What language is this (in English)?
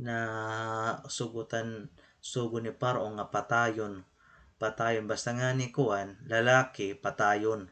Waray